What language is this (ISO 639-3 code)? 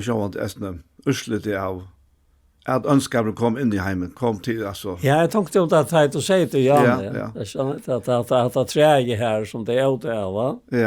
fao